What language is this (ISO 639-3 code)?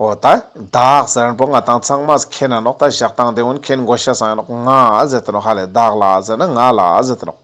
lbj